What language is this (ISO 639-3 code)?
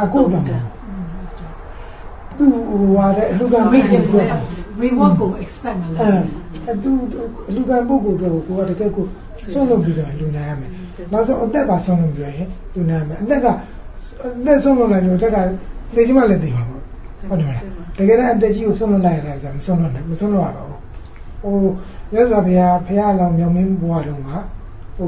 mya